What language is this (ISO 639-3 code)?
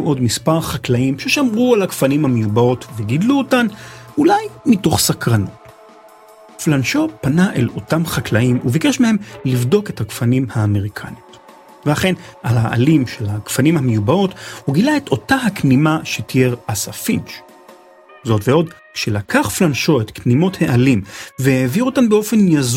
heb